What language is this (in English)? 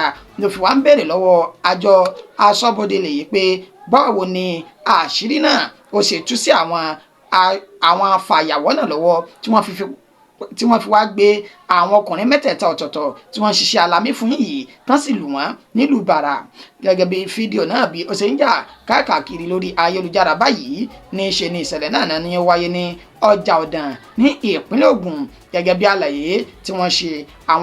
Yoruba